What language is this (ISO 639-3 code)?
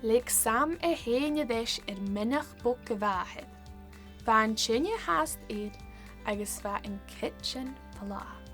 gla